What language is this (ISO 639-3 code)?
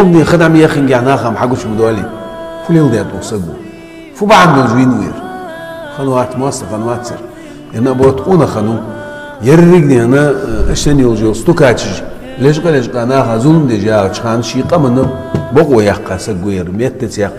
inh